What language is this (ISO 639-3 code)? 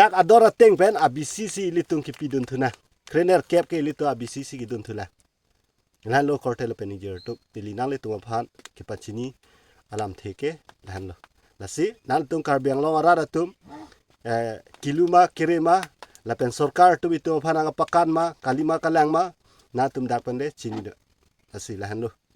mjw